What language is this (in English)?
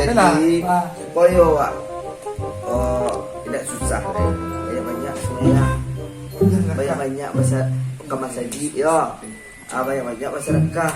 Minangkabau